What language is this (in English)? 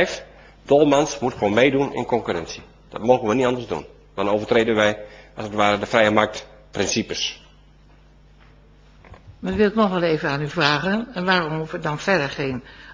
Dutch